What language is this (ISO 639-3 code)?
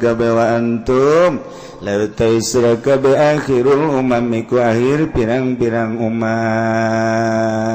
sun